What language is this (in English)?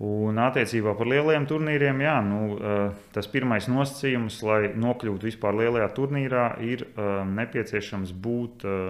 Latvian